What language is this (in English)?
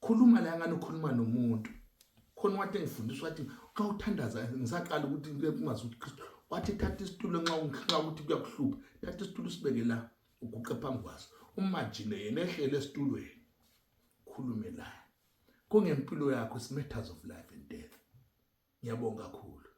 North Ndebele